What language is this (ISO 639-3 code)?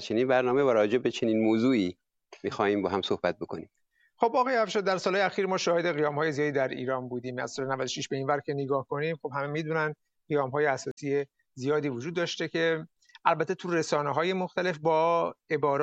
fas